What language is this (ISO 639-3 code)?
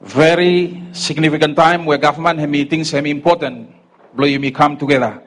bis